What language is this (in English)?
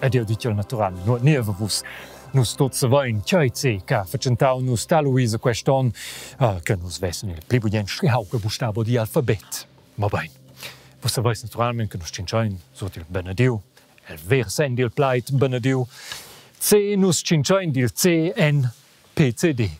Romansh